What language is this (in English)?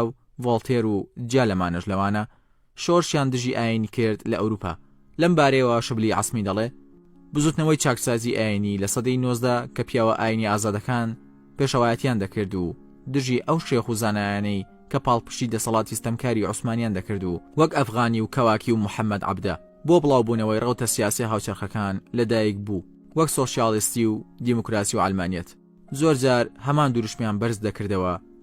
Central Kurdish